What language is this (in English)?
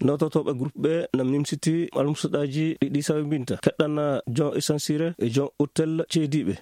Maasina Fulfulde